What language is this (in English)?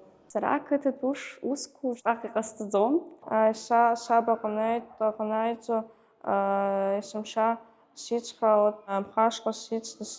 Abkhazian